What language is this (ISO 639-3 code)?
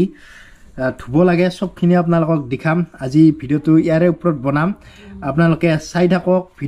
asm